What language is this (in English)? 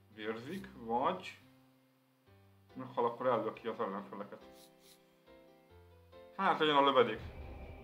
Hungarian